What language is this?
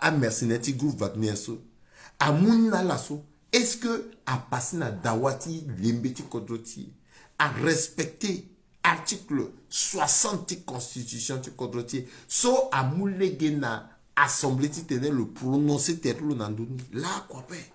Sango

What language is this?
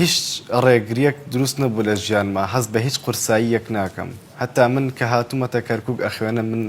Central Kurdish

